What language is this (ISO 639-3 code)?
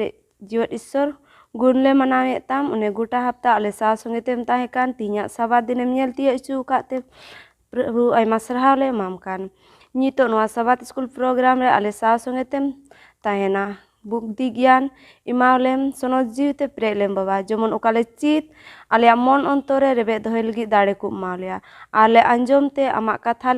sat